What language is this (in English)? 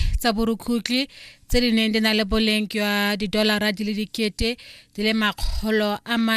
Tswana